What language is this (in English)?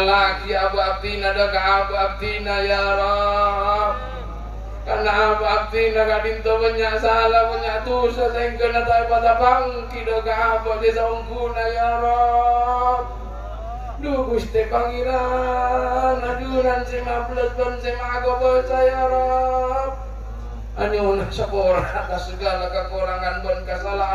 Madurese